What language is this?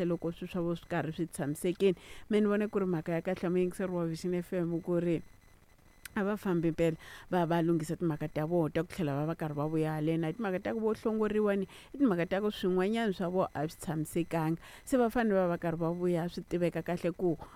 Tsonga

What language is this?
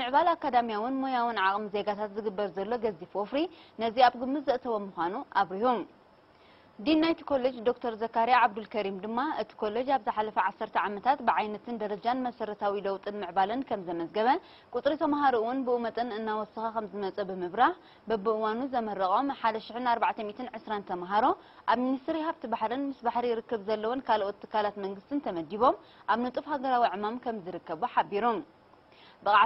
Tigrinya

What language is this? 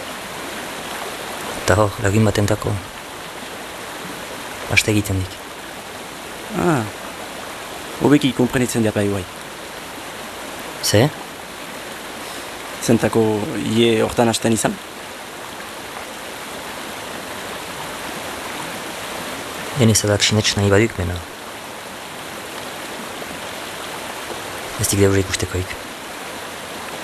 Basque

